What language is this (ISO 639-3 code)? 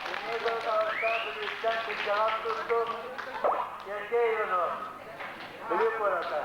sah